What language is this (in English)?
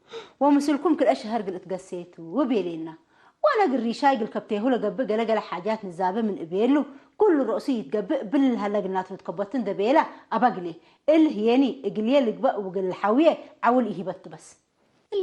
Tigre